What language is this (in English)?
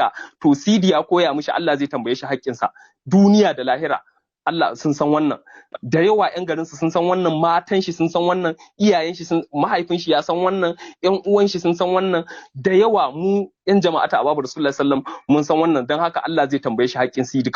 Hausa